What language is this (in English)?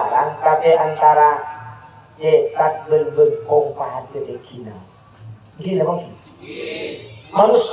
Madurese